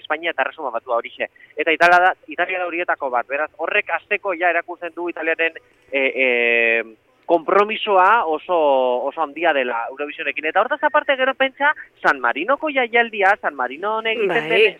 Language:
Basque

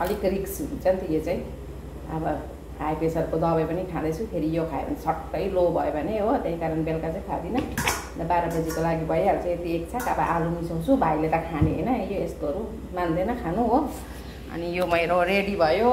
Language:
Nepali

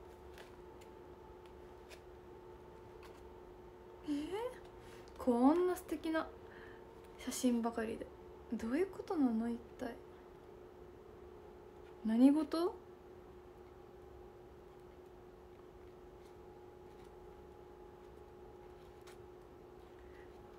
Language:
Japanese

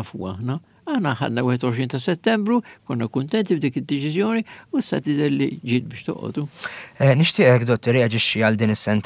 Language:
Maltese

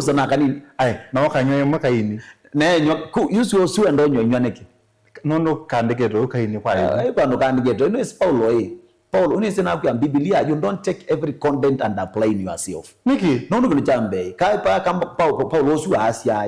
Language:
Kamba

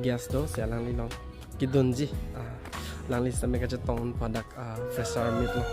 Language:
Karbi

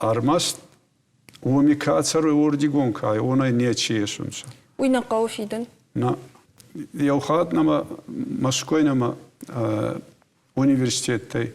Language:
Ossetic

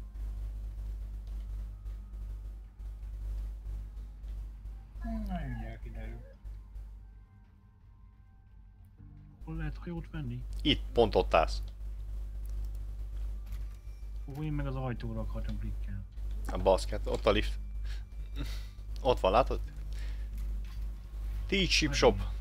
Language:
Hungarian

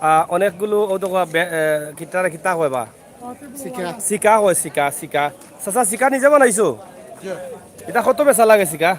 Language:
Sylheti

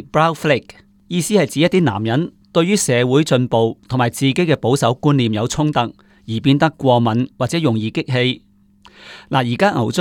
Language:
Cantonese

